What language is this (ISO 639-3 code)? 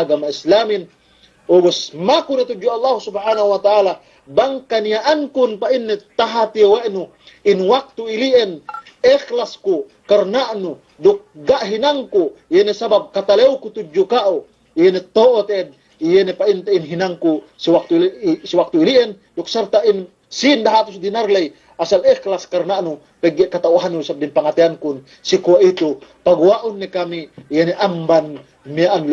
yka